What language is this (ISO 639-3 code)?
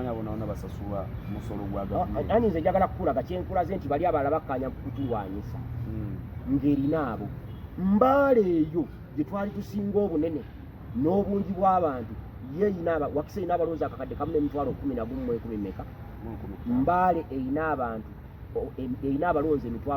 lug